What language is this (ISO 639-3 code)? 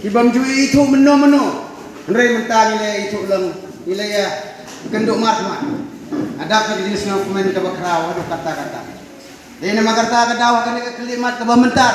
kha